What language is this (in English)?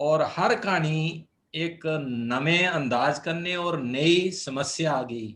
Dogri